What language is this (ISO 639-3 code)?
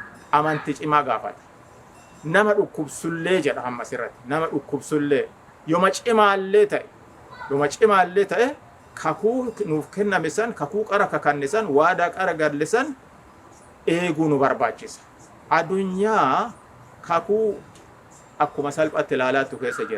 orm